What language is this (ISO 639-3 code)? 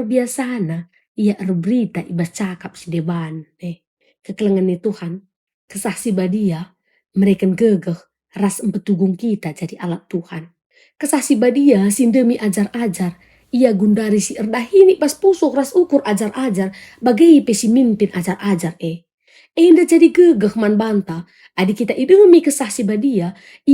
btx